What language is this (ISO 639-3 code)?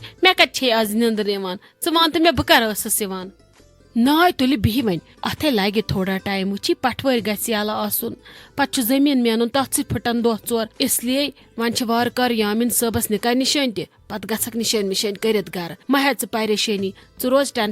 kas